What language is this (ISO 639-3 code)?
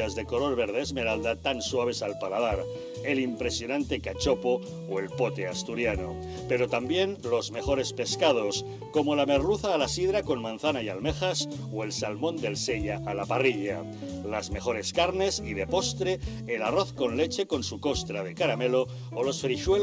spa